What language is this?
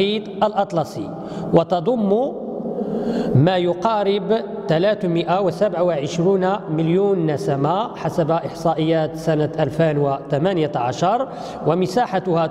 Arabic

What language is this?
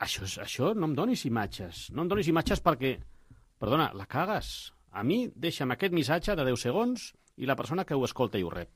Catalan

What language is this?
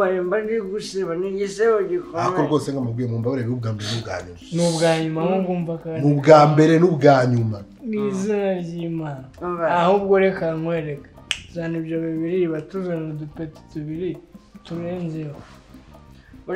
Kinyarwanda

